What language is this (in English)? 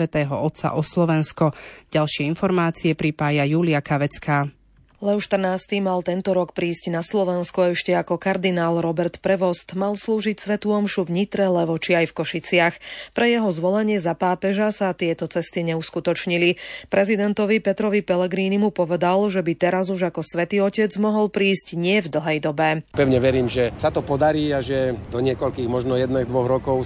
Slovak